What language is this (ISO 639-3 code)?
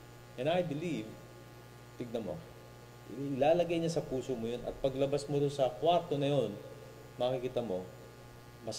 fil